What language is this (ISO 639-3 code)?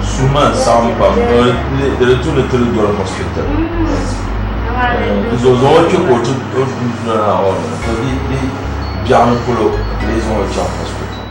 dag